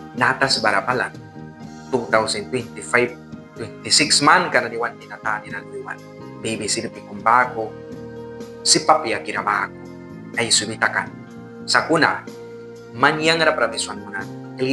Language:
Mískito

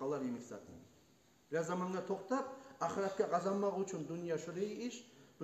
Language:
Kumyk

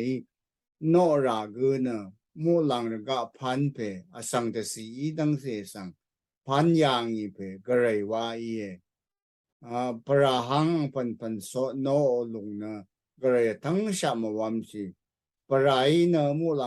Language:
Rawang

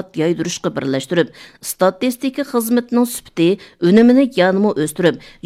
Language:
Uyghur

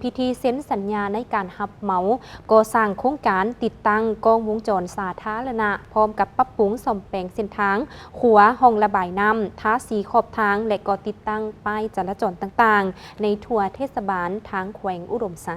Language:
Lao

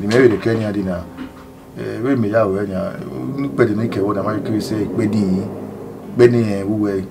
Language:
Bini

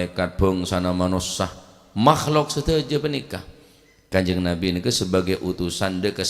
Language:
Madurese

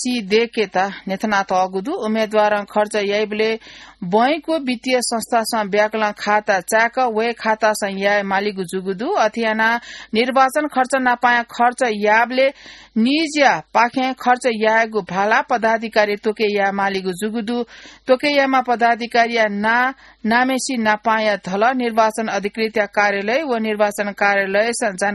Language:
Newari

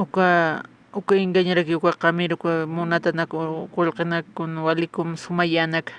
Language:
Aymara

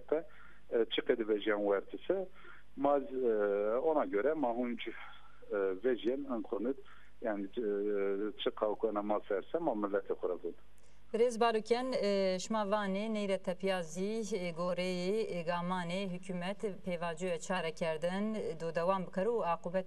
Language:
Zaza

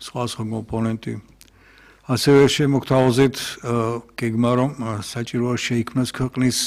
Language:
Georgian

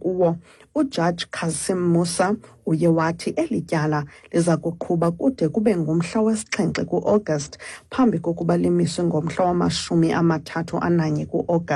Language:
Xhosa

